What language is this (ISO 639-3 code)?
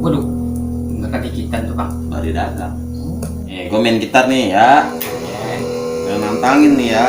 bew